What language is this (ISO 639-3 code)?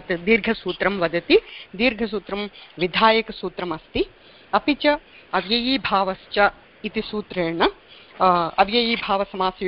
san